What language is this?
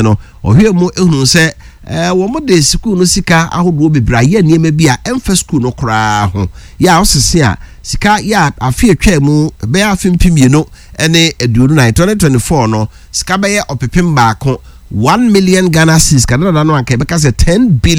Akan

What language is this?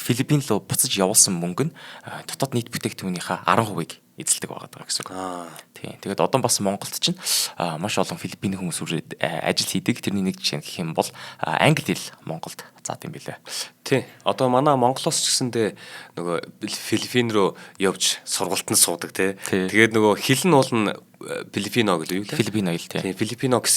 Mongolian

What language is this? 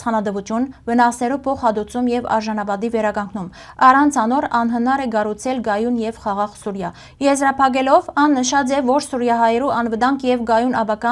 Western Armenian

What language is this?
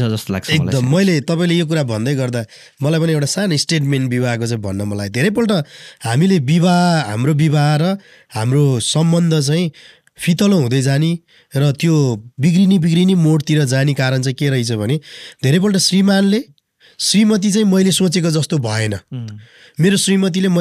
Nepali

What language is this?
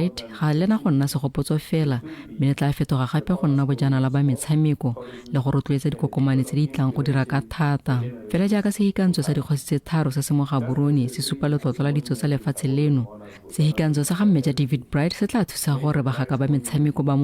Tswana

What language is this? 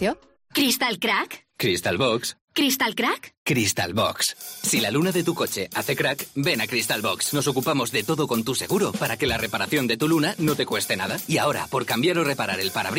Spanish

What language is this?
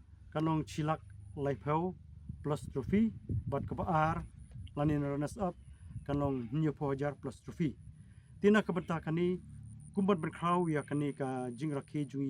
Khasi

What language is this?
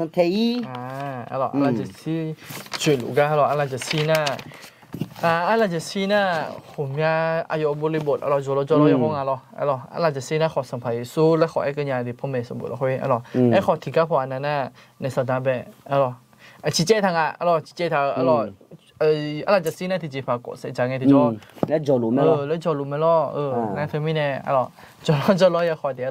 Akha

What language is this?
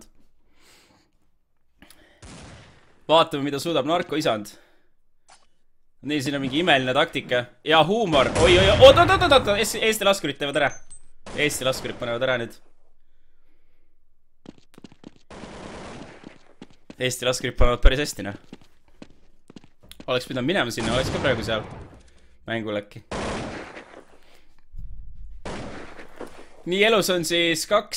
Estonian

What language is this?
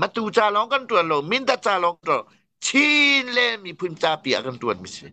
Hakha Chin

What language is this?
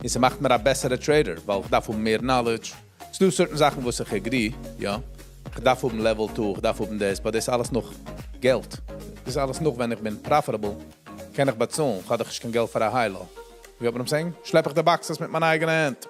Yiddish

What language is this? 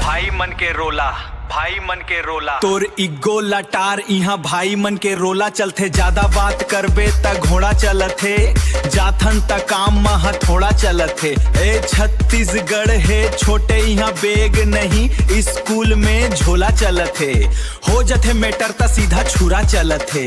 Chhattisgarhi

